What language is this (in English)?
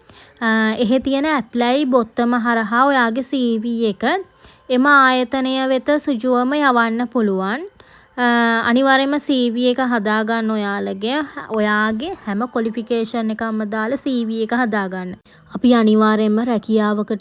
Sinhala